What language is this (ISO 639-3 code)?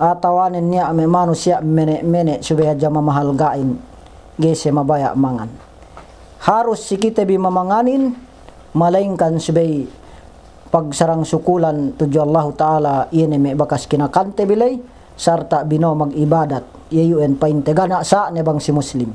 yka